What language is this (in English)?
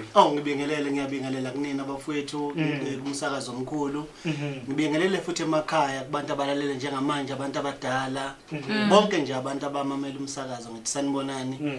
Zulu